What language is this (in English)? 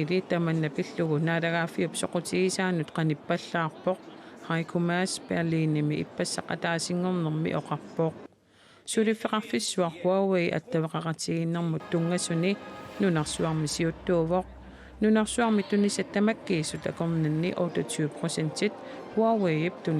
Kalaallisut